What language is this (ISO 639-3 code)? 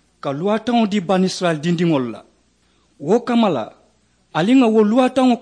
man